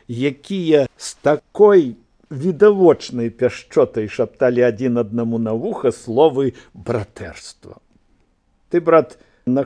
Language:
Belarusian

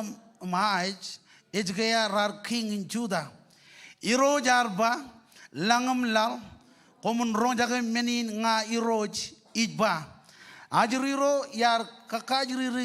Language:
Marshallese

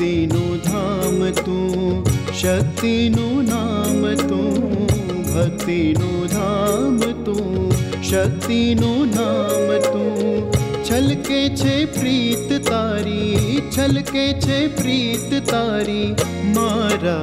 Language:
Gujarati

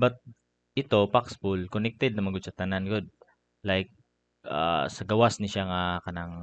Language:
Cebuano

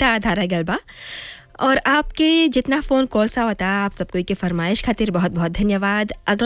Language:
Bhojpuri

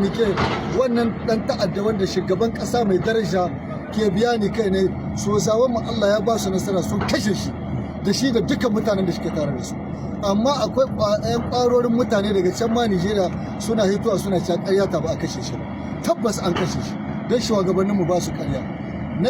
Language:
Hausa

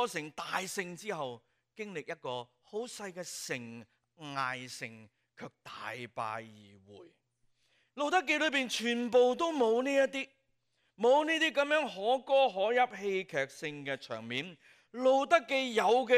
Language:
Cantonese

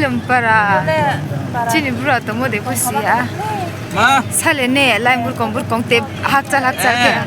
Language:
Riang (India)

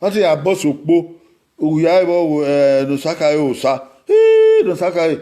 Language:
Bini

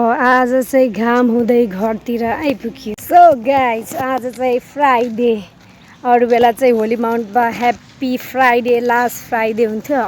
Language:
Nepali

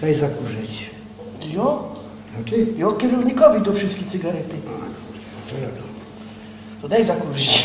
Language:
Silesian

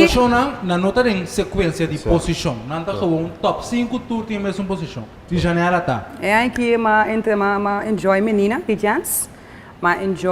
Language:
Papiamento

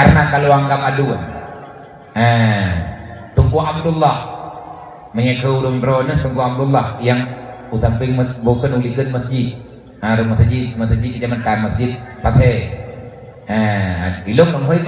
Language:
Achinese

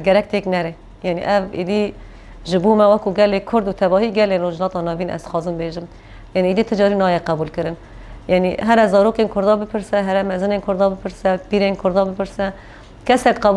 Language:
Kurdish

